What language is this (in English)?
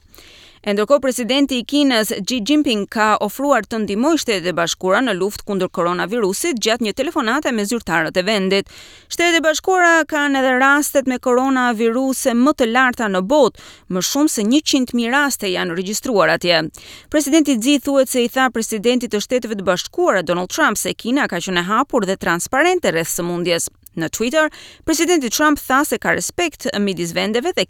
Albanian